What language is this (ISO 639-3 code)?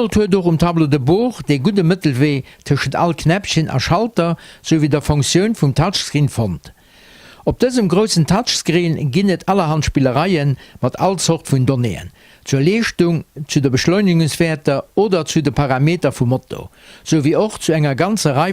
ltz